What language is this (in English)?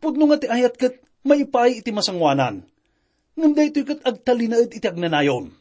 Iloko